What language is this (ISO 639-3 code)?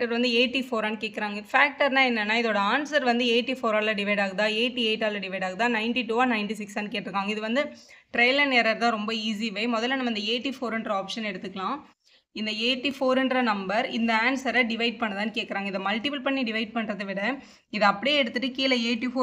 tam